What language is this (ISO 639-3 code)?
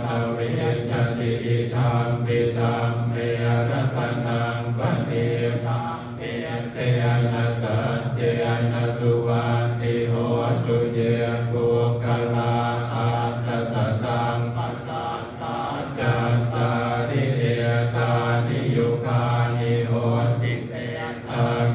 pli